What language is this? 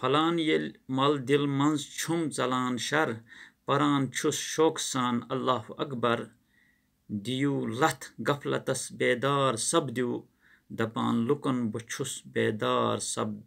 Kashmiri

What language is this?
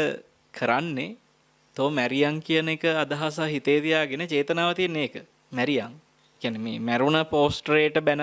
Sinhala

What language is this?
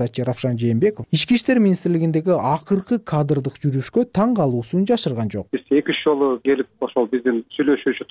Kyrgyz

